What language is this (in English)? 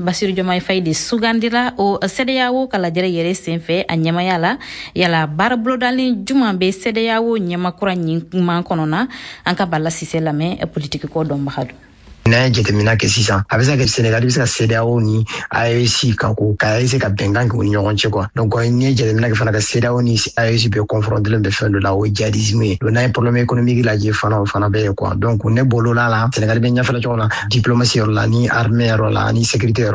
Bambara